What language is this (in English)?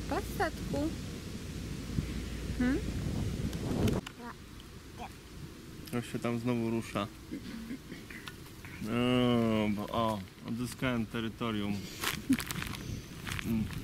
Polish